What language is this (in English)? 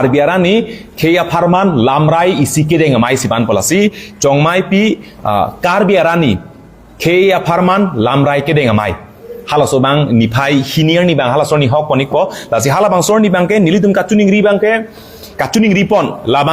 Karbi